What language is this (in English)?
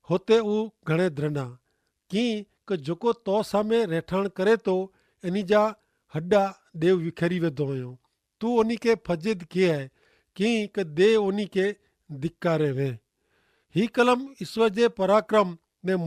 Kachhi